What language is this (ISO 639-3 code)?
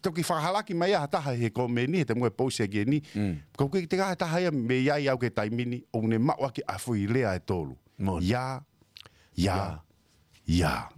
ton